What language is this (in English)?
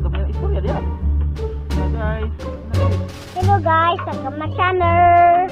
Cebuano